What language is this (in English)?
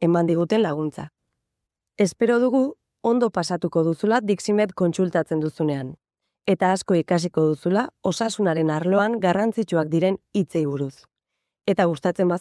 Basque